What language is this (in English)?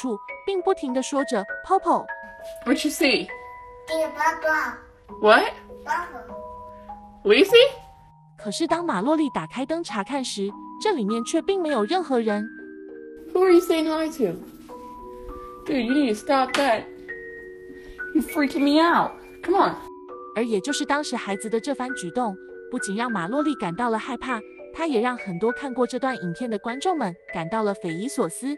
Chinese